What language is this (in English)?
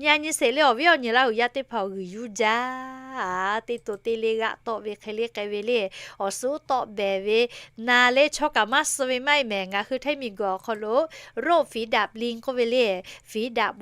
Lahu